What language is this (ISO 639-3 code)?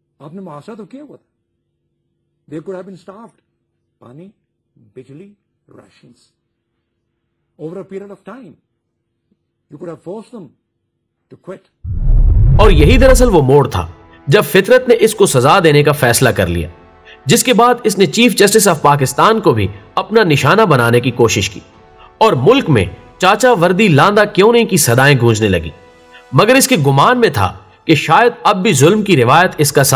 urd